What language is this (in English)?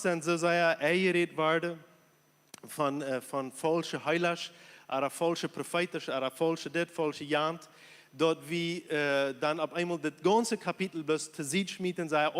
Plautdietsch